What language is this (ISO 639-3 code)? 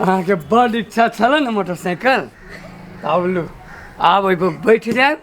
mai